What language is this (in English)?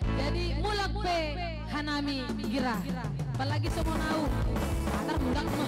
Batak Simalungun